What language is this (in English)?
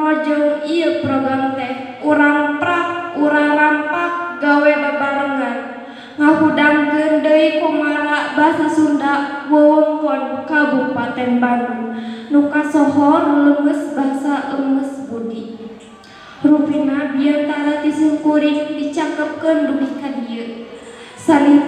Sundanese